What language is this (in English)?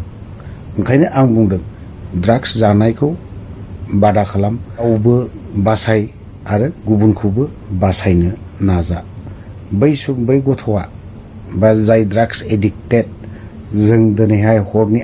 Bodo